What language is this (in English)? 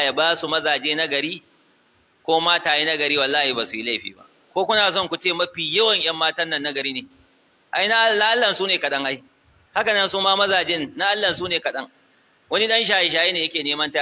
Hausa